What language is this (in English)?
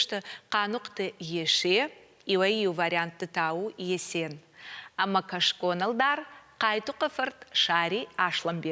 Ossetic